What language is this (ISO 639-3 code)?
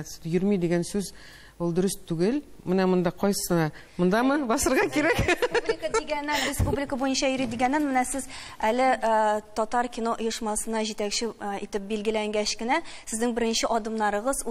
tat